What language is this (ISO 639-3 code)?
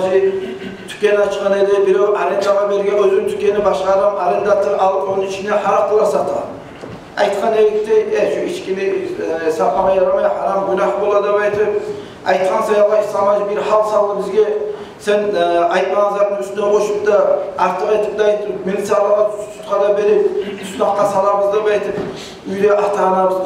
kum